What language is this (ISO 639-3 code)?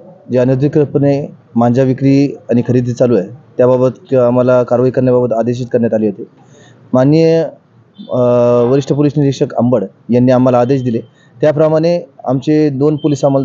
mar